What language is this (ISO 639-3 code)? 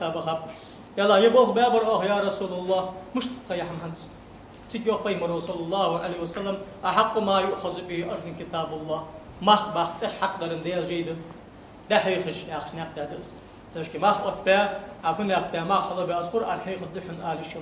inh